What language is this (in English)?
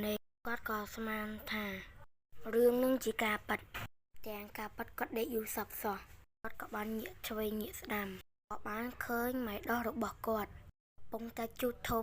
Khmer